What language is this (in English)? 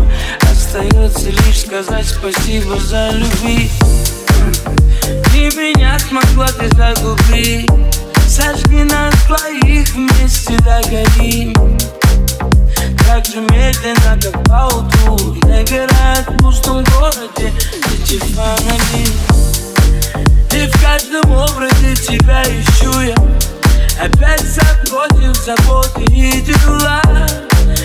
Russian